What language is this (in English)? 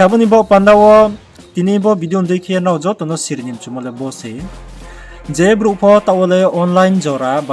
Riang (India)